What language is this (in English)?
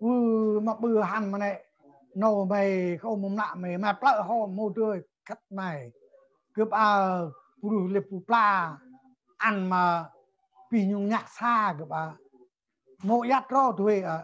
Central Mnong